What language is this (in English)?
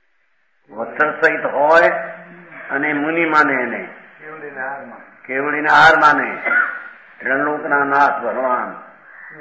Gujarati